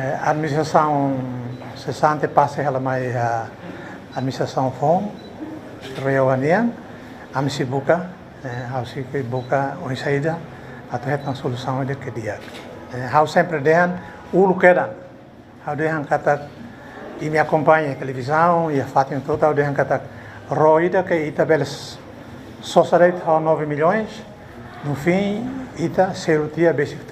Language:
Tetum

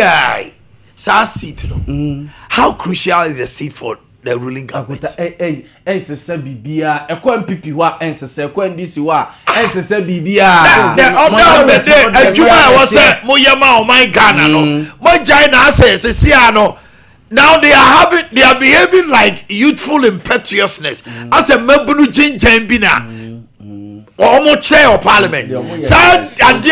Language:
Akan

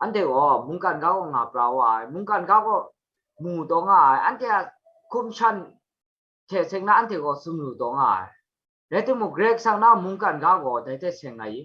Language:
Kachin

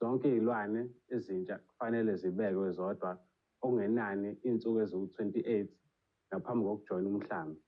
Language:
Zulu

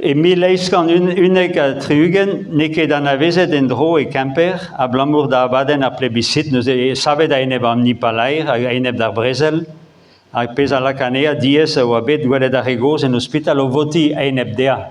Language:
Breton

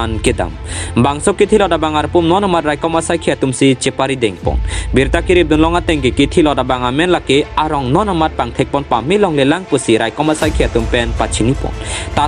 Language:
Karbi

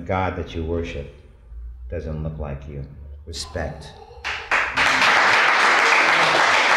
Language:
English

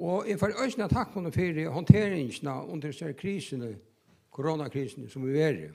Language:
Faroese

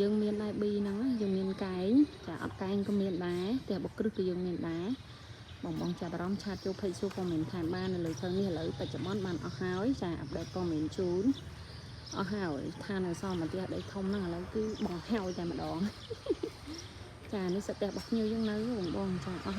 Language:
Khmer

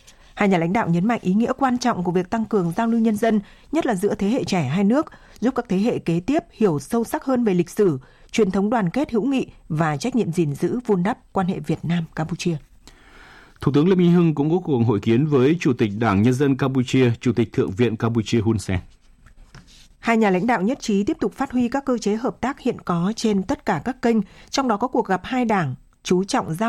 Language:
Vietnamese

